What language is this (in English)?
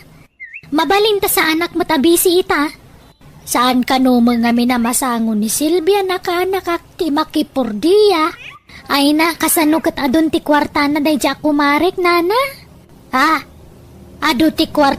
Iloko